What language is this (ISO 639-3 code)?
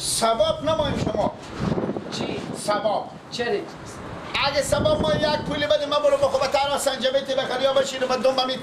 fas